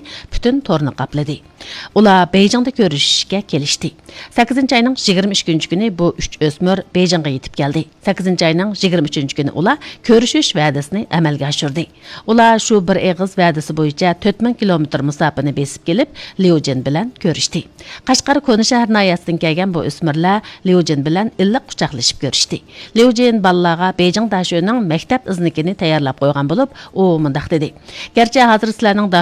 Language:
Uyghur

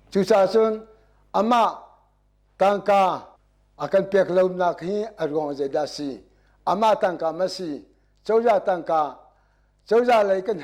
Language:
Hakha Chin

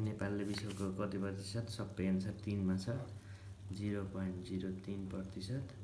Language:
Nepali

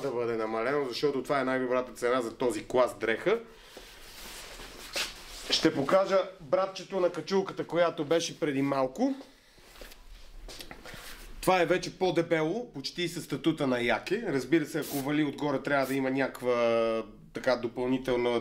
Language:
Bulgarian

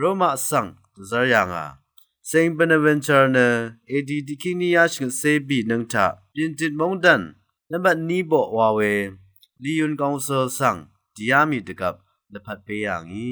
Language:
Rawang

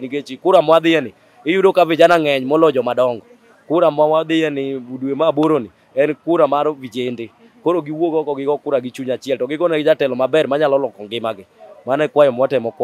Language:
Luo (Kenya and Tanzania)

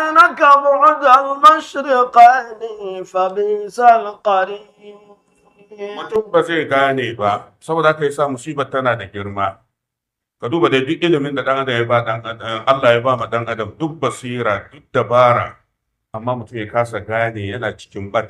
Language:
Hausa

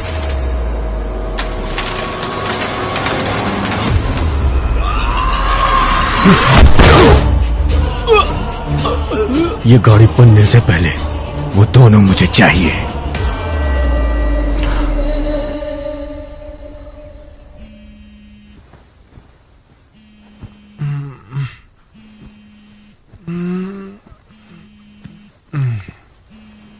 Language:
Hindi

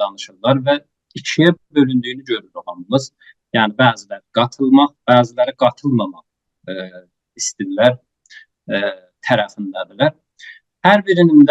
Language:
South Azerbaijani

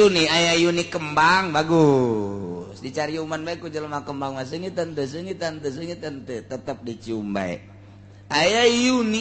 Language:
Sundanese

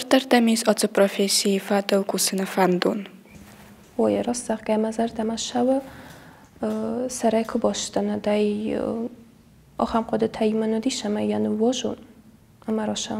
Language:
Ossetic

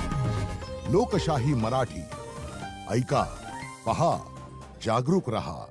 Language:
Marathi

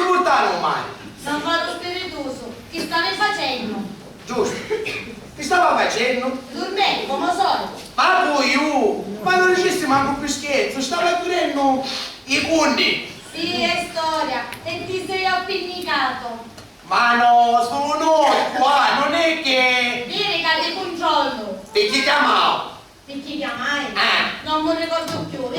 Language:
Sicilian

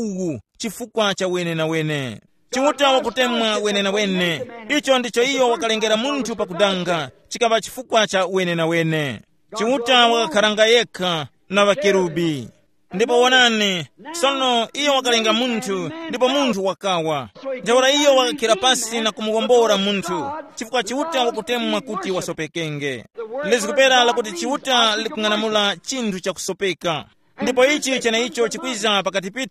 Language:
Tumbuka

